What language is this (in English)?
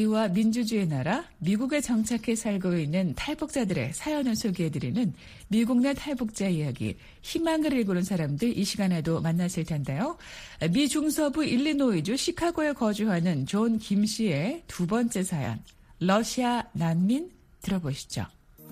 Korean